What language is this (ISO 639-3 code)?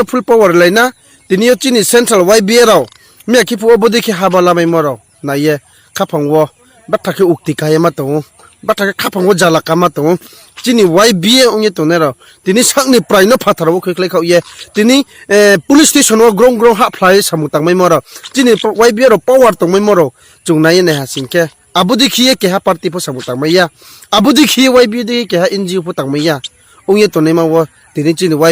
ria